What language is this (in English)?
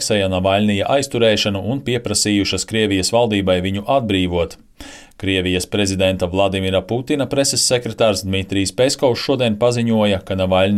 Latvian